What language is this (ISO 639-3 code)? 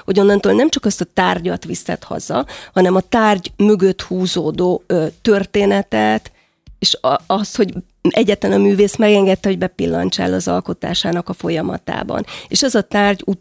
hun